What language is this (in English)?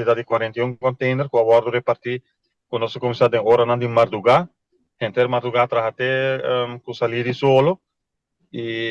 Papiamento